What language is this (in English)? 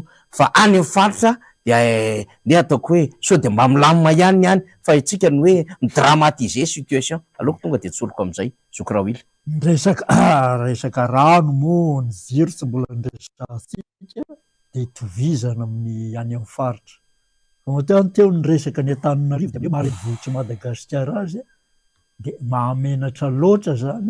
Malagasy